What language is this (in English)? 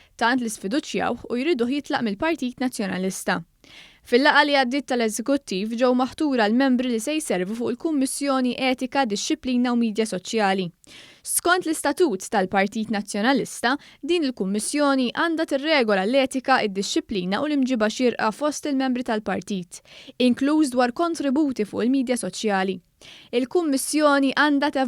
Maltese